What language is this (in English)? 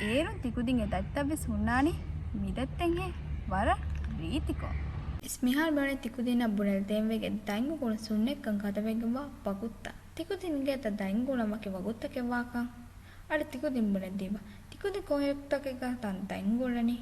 Divehi